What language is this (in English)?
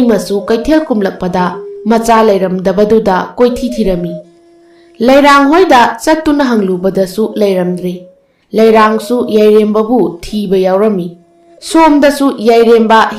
Manipuri